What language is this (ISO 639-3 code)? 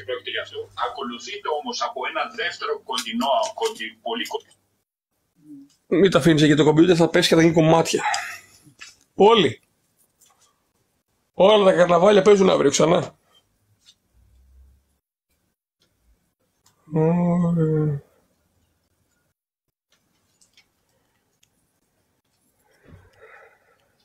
ell